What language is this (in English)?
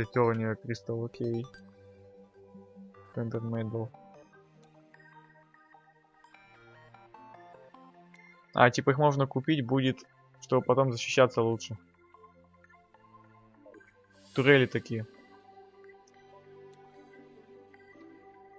Russian